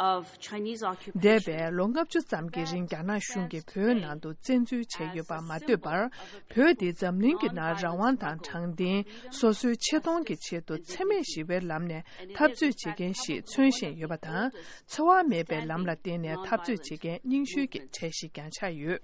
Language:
Tibetan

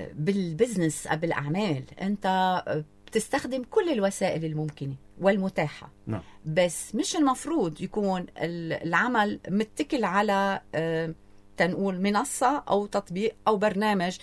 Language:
North Levantine Arabic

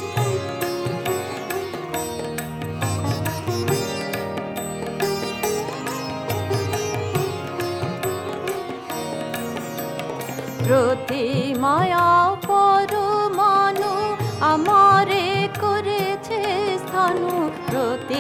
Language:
Bangla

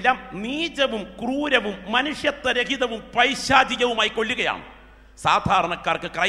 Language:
Malayalam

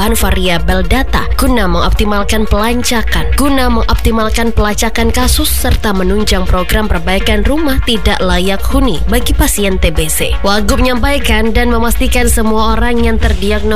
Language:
Indonesian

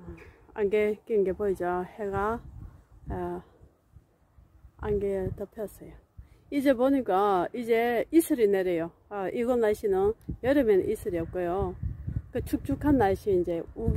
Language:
Korean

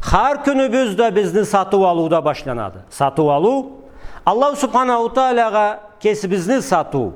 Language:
Karachay-Balkar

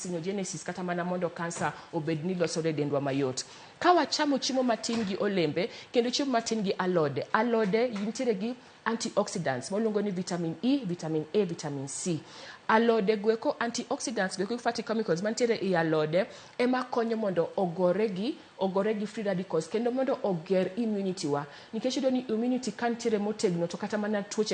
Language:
Luo (Kenya and Tanzania)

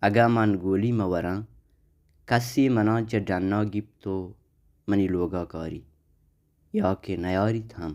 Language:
Baluchi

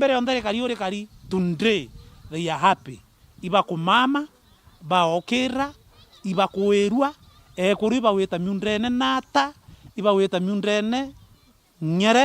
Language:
Meru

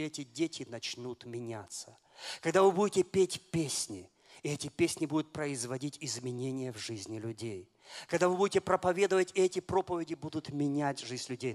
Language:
Russian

